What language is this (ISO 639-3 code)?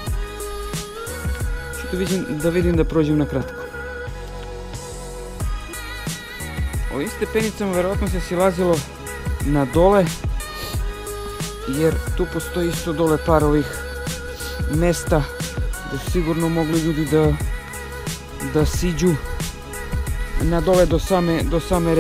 srp